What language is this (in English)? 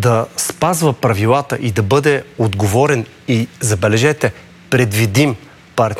Bulgarian